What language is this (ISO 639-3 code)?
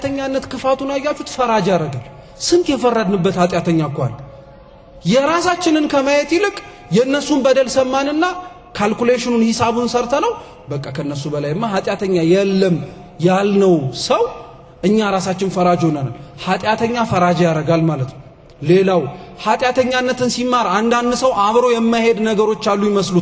amh